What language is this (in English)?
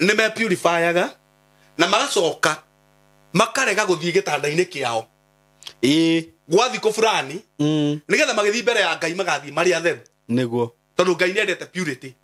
Kikuyu